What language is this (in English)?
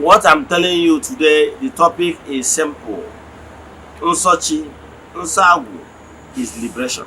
Igbo